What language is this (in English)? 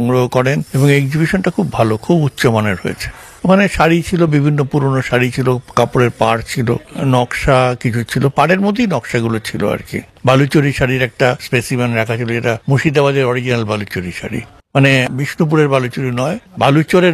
Bangla